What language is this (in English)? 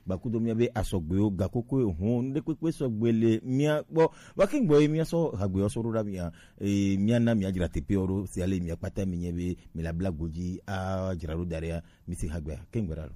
Gen